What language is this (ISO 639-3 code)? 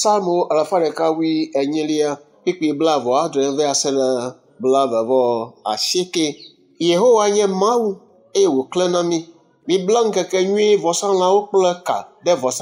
ewe